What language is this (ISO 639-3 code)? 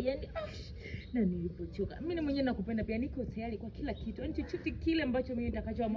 swa